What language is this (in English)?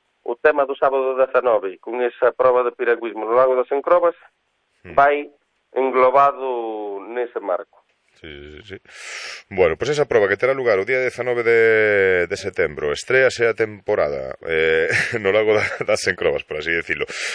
Galician